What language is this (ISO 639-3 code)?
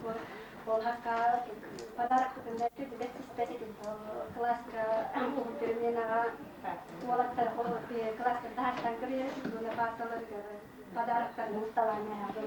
sah